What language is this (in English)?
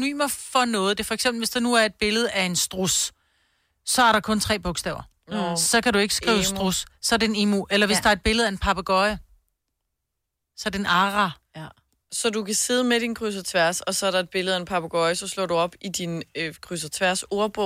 Danish